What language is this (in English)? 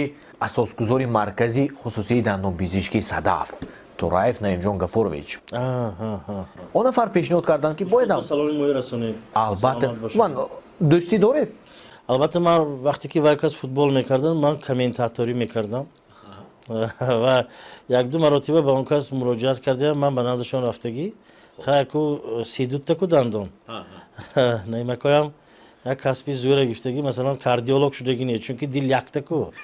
Tajik